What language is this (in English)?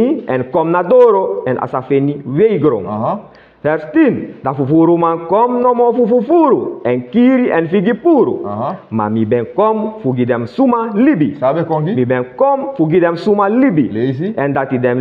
Sranan Tongo